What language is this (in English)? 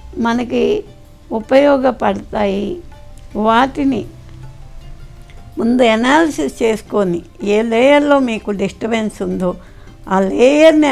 Telugu